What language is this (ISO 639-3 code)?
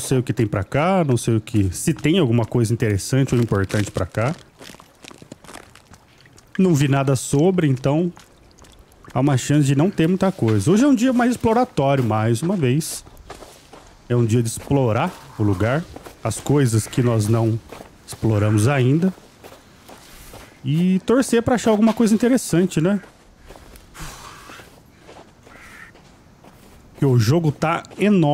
por